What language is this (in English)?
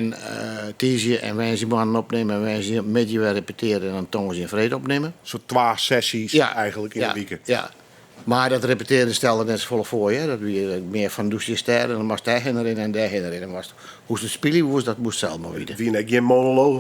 Western Frisian